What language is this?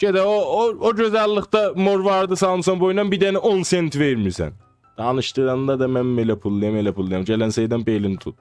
South Azerbaijani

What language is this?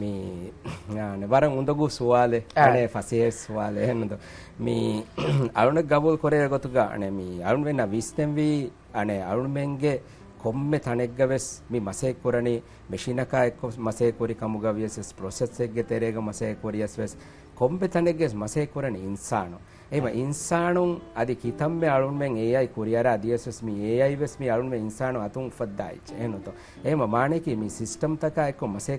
Divehi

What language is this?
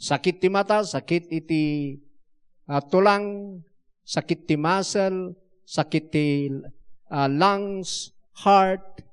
Iloko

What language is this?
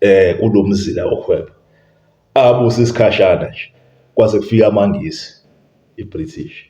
Zulu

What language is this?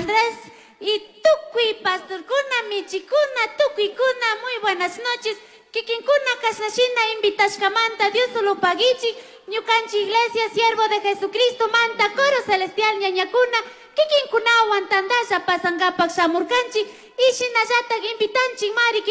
Chimborazo Highland Quichua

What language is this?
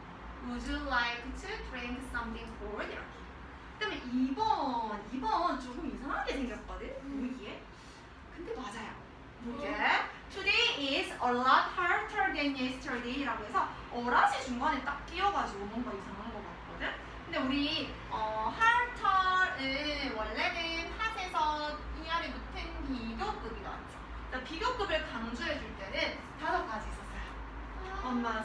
Korean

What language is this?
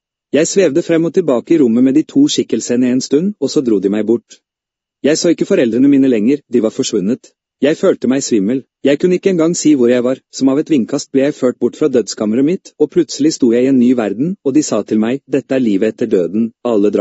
Norwegian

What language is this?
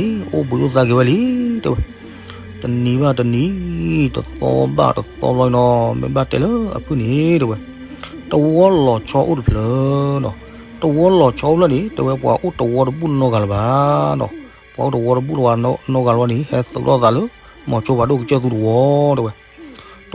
S'gaw Karen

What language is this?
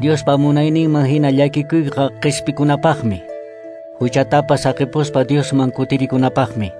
Quechua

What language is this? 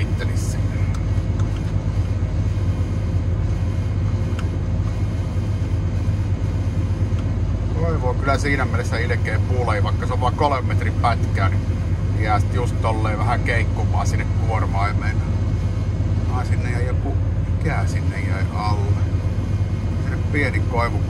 Finnish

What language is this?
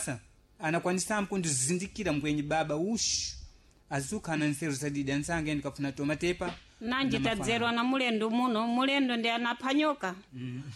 Sena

